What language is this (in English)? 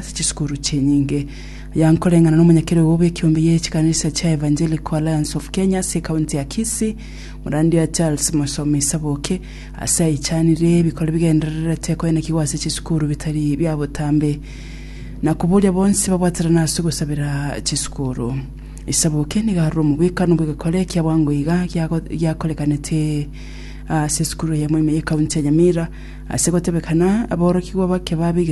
Gusii